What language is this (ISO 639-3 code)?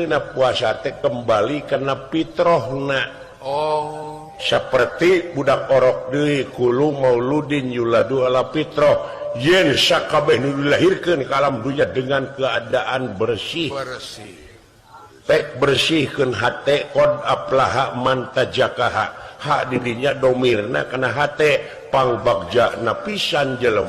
sun